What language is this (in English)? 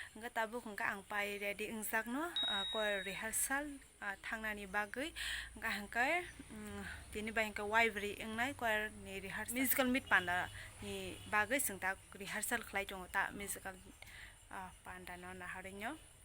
Kok Borok